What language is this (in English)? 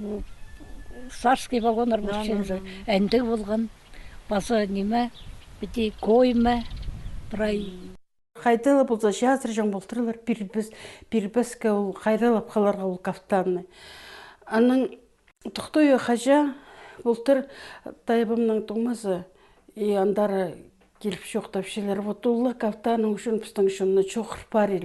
Khakas